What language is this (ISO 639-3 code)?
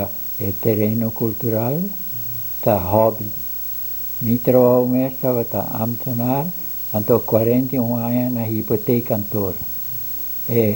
pap